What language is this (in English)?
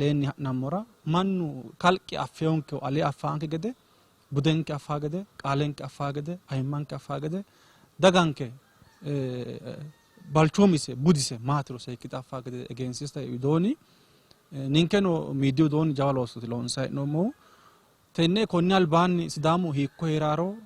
Sidamo